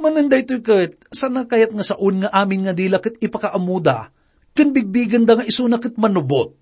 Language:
Iloko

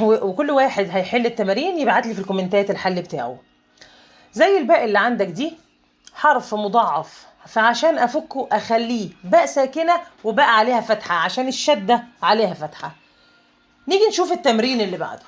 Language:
Egyptian Arabic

